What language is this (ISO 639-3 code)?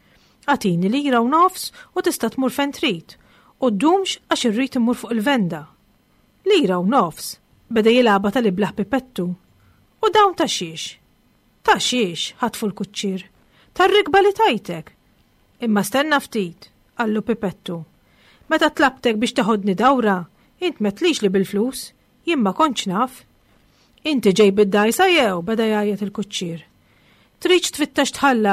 mlt